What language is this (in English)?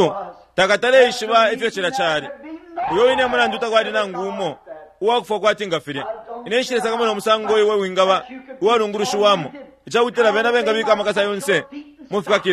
Bemba